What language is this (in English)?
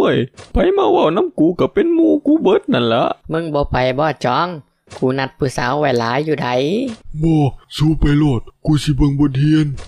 Northeastern Thai